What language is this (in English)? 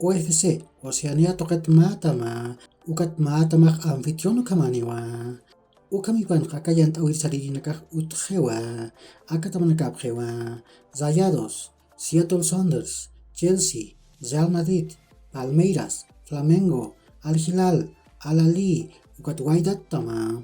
Aymara